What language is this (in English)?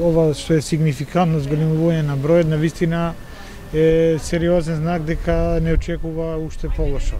Macedonian